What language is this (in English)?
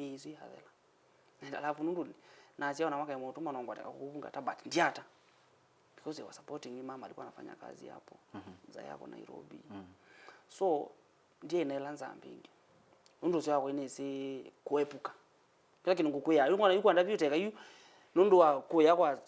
Kamba